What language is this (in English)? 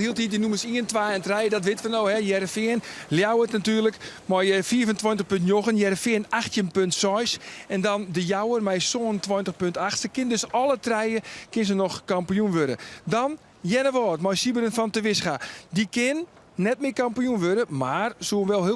Western Frisian